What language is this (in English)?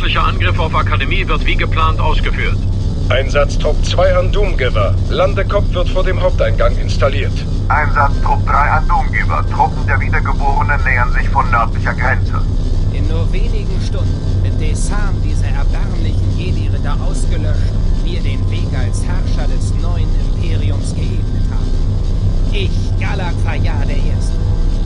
Bavarian